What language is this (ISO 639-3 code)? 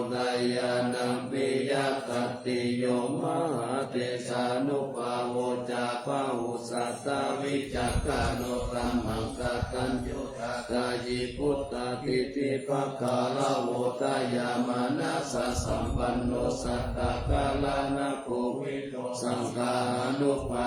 pli